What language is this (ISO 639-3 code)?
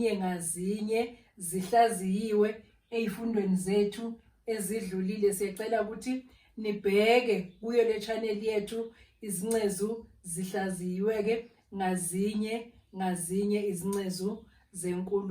zul